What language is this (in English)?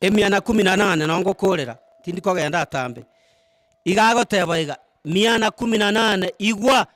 Gusii